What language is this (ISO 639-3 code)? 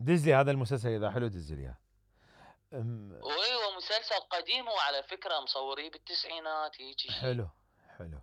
acm